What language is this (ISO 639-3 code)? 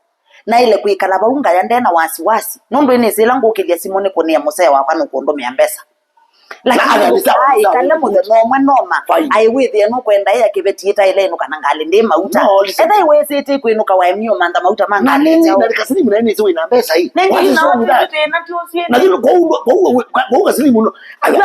kam